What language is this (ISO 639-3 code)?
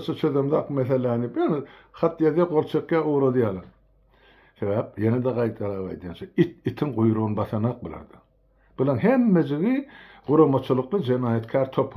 tuk